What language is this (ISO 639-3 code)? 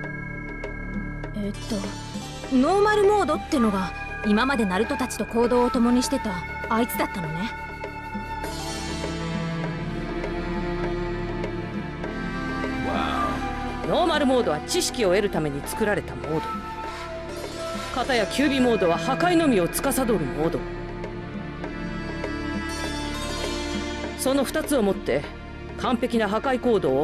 jpn